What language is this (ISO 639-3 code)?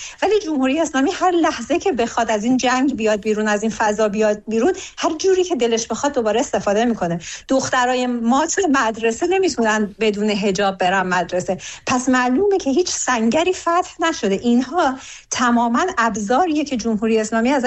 fas